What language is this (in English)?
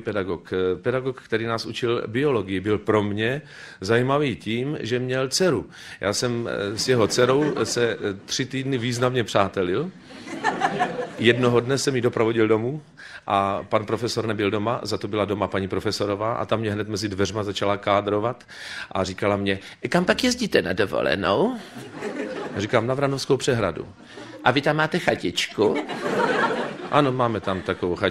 Czech